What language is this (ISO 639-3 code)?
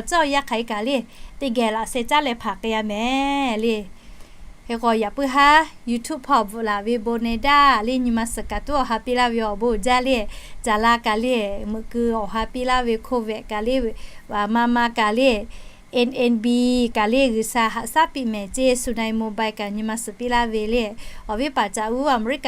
lhu